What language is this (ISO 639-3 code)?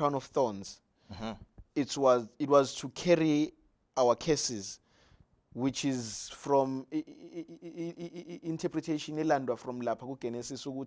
zul